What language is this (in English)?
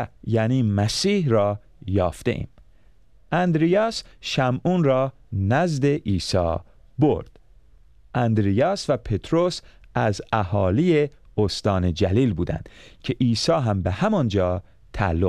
Persian